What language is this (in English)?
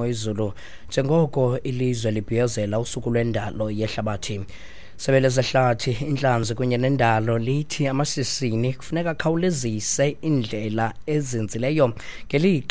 Xhosa